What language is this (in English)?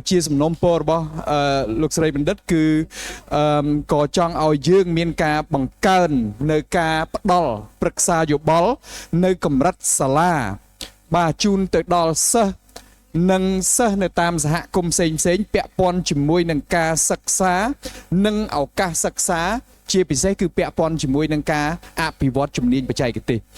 Khmer